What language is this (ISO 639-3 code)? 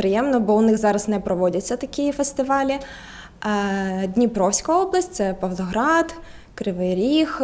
ukr